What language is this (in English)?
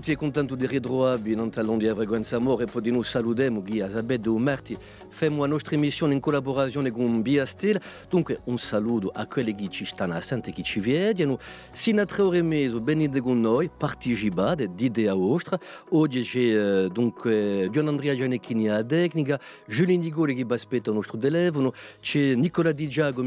Corsican